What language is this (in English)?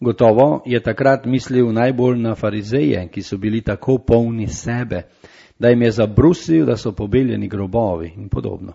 Slovenian